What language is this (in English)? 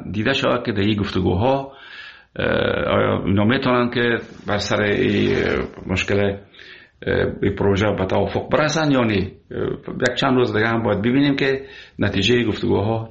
Persian